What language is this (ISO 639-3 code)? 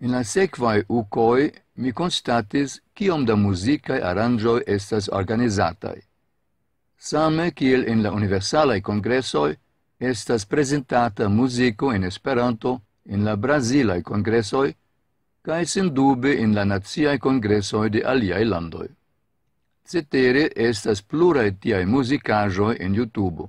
epo